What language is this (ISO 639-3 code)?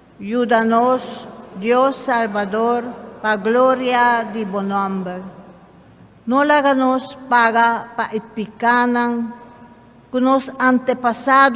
pap